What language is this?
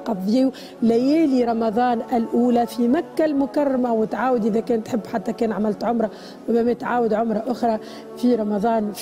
Tunisian Arabic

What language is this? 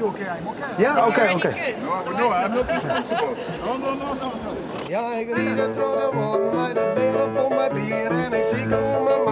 Western Frisian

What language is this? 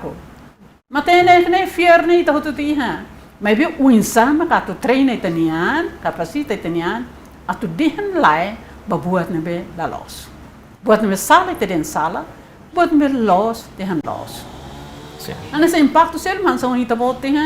Tetum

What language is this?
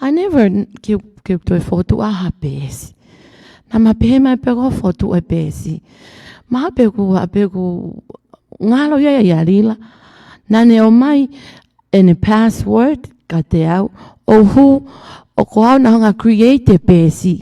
Tongan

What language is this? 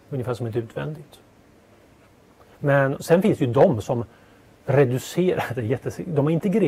Swedish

